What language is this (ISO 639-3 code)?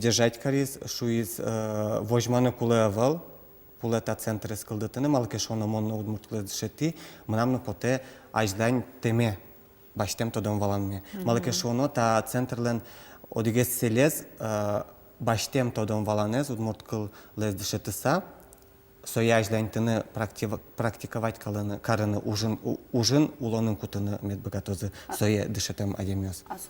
udm